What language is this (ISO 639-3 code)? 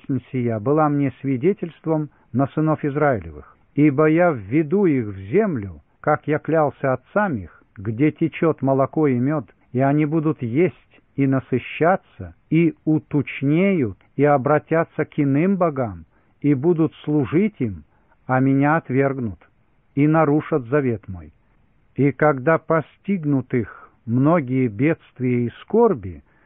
rus